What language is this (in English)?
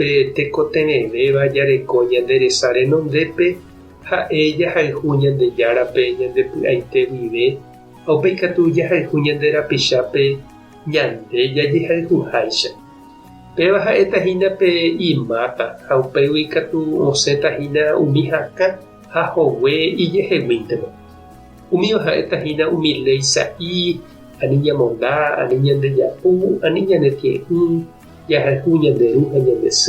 Guarani